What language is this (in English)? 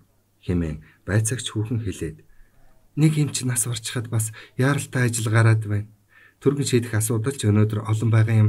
Mongolian